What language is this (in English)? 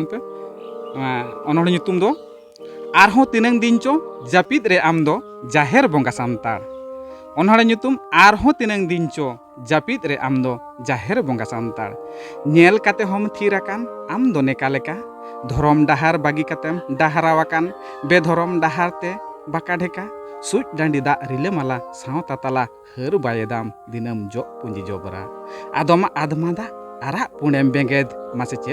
Santali